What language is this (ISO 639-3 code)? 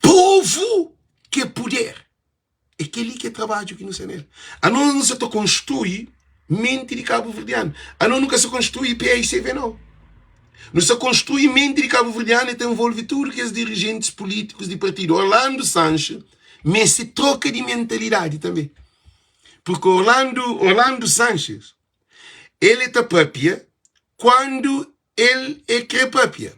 kea